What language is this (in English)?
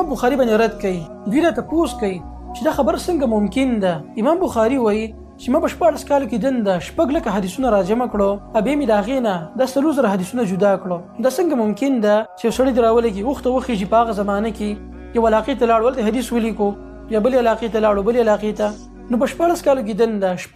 Pashto